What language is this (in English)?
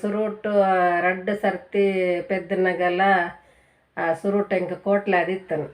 Tulu